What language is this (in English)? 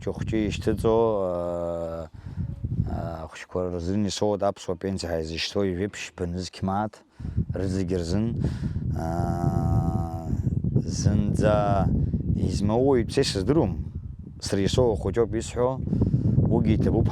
Abkhazian